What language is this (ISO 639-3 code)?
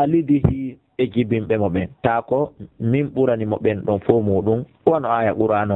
ful